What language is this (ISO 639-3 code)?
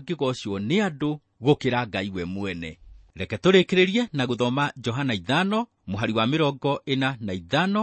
kik